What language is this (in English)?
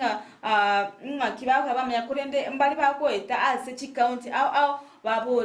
Gusii